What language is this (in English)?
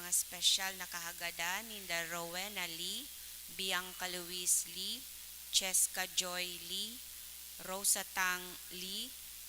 Bikol